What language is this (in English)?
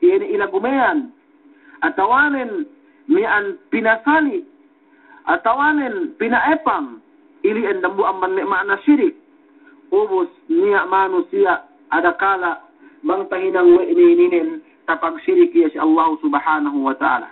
Yakan